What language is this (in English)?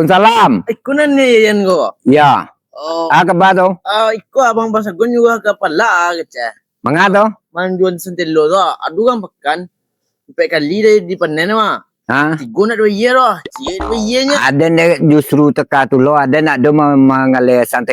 Minangkabau